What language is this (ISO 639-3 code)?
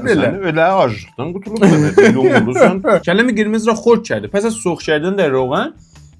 azb